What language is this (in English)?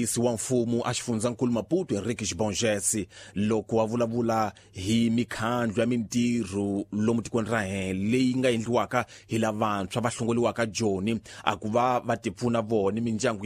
Tsonga